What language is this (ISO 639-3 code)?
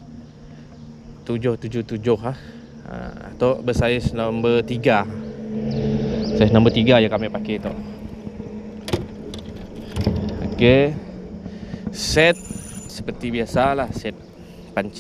msa